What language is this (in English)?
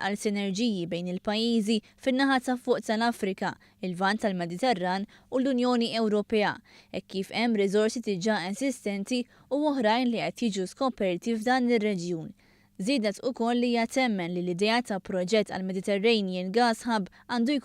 Maltese